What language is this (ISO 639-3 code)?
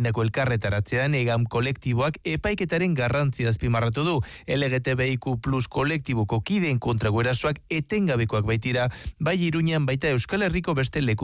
eus